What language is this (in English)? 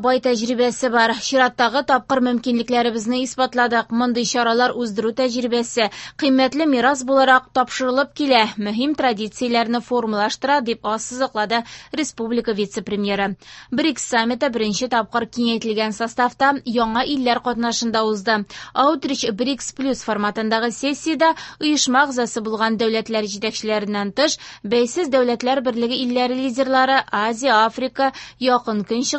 Tatar